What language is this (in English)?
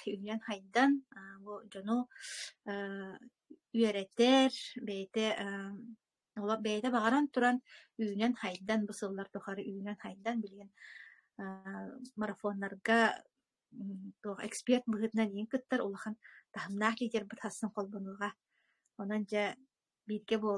Yakut